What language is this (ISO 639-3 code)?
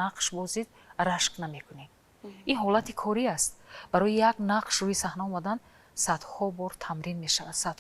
tgk